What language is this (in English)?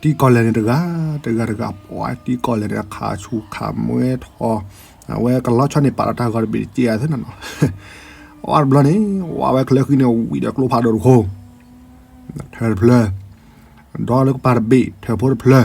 S'gaw Karen